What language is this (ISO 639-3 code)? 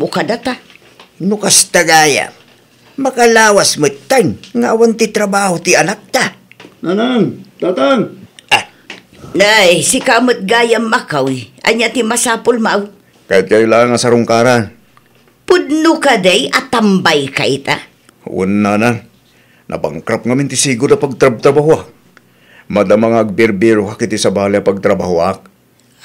ilo